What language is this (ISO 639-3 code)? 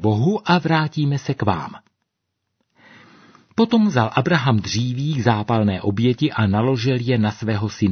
ces